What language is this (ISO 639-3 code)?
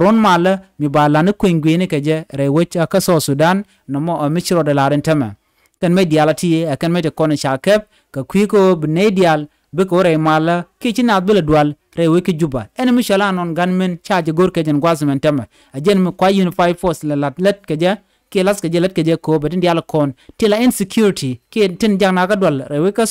nus